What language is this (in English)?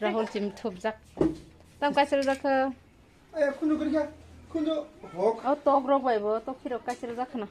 Kok Borok